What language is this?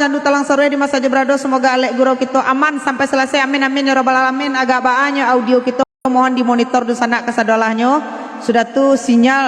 Minangkabau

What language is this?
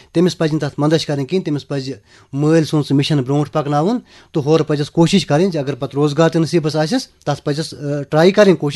Kashmiri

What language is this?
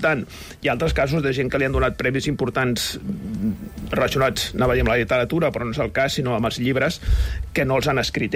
Catalan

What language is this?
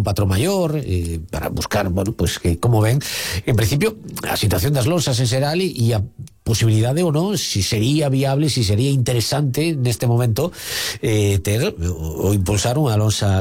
Galician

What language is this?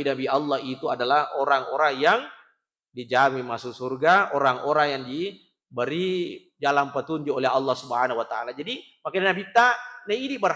Buginese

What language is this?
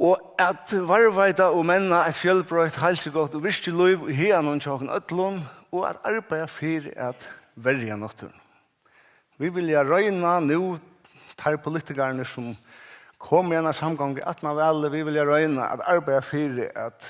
Faroese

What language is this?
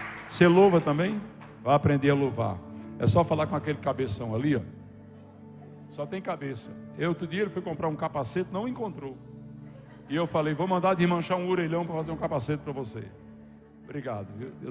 Portuguese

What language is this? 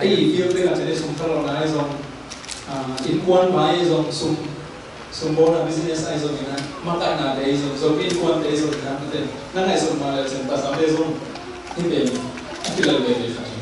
Tedim Chin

